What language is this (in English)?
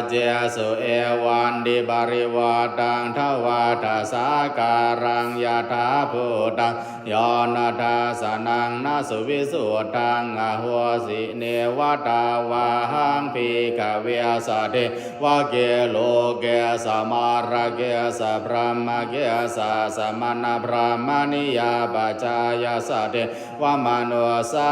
Pali